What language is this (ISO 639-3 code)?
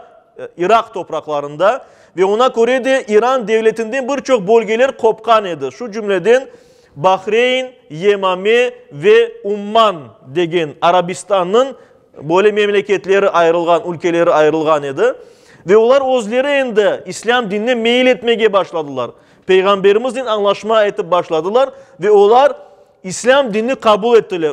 crh